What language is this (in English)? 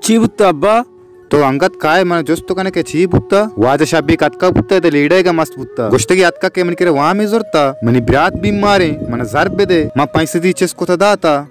Baluchi